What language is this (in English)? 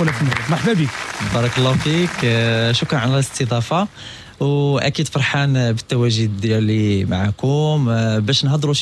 Moroccan Arabic